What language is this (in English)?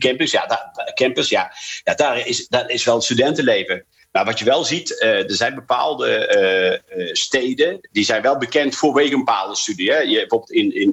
Dutch